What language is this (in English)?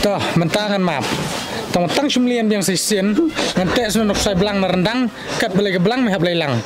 Khasi